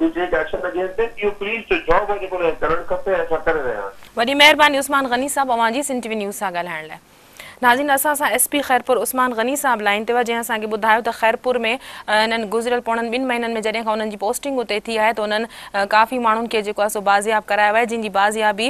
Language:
Sindhi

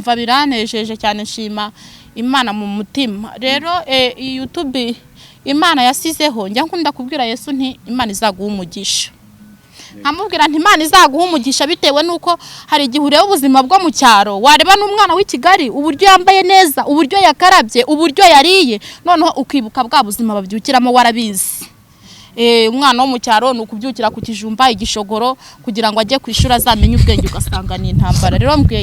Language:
Kinyarwanda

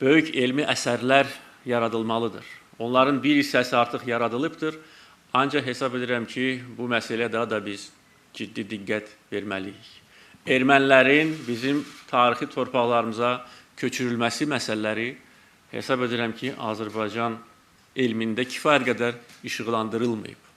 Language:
Azerbaijani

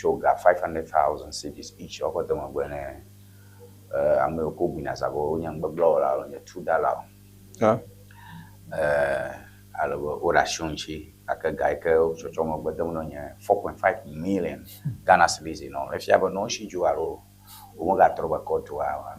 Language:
Ewe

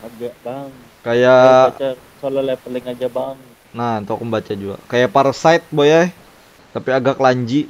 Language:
Banjar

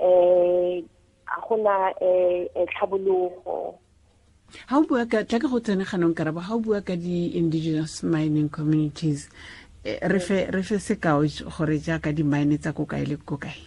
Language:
Tswana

